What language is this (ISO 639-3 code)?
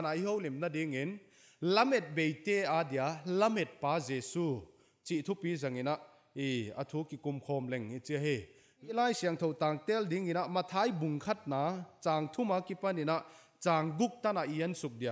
pck